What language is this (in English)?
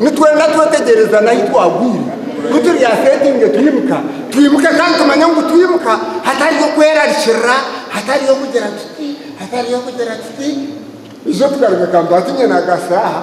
Nyankole